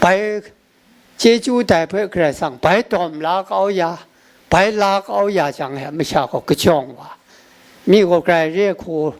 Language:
Kachin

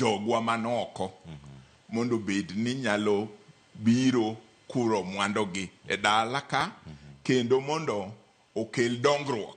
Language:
Luo (Kenya and Tanzania)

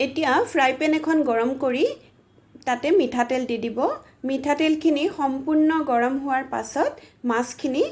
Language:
Assamese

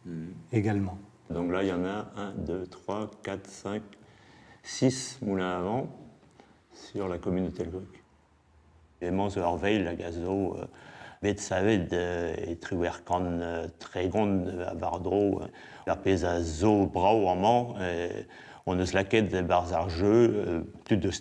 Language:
Breton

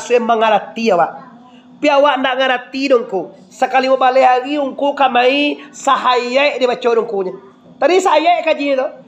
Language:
Minangkabau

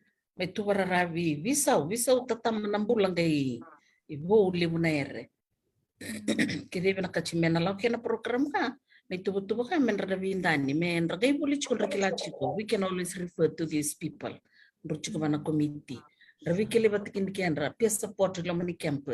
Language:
Fijian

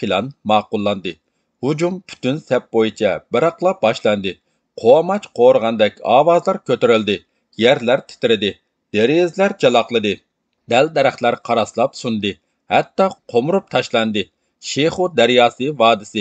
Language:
Uyghur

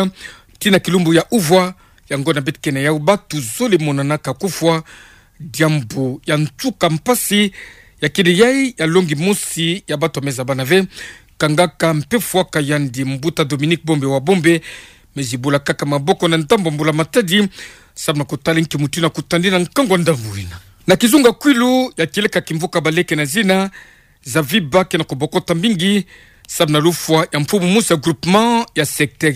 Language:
Kituba (Democratic Republic of Congo)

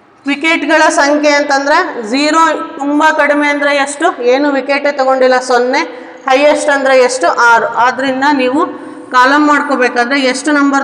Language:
Kannada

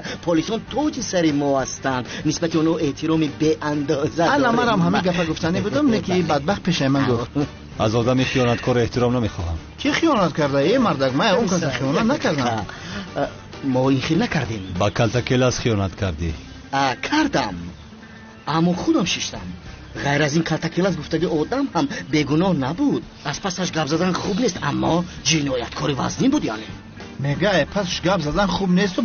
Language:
Tajik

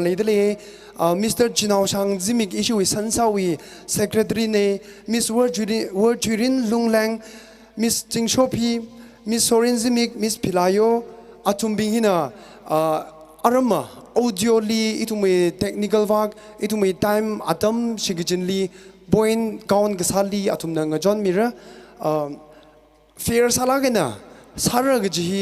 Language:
Tangkhul Naga (India)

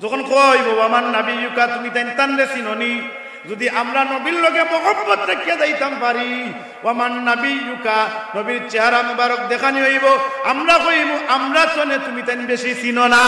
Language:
Sylheti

